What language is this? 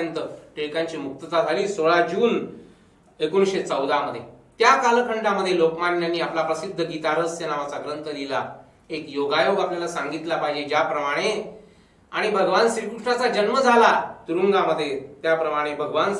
Marathi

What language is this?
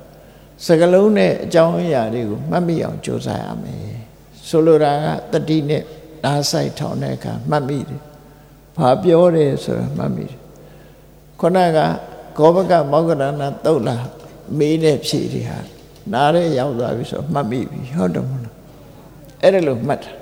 Burmese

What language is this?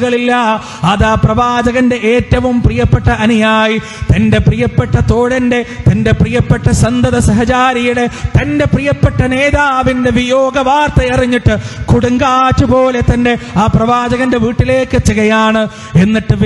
Malayalam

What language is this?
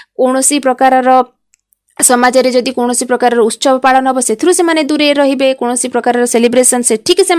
Odia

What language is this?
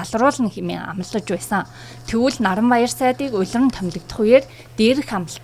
Mongolian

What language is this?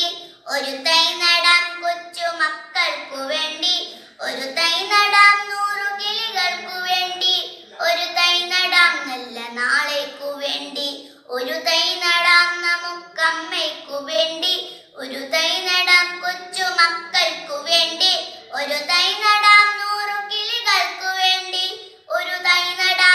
Malayalam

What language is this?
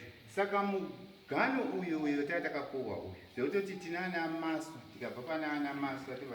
Shona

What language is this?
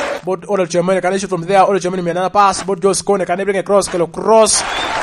Lango (Uganda)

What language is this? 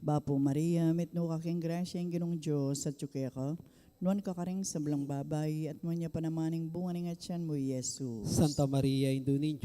Pampanga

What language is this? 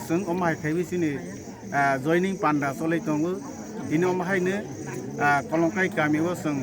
Kok Borok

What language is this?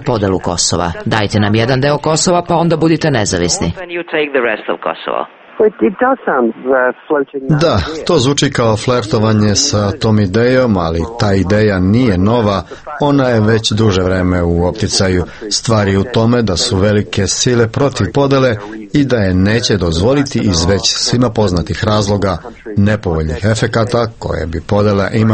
Serbian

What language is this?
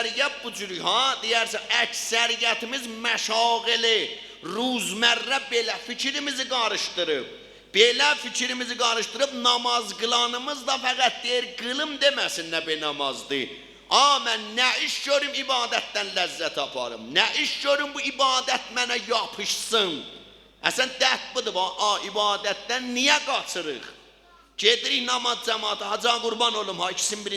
South Azerbaijani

